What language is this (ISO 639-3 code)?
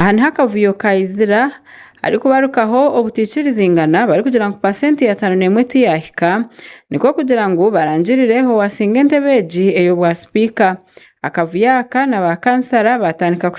nyn